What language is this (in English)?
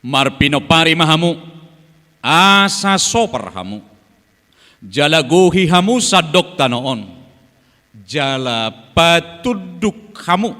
Batak Toba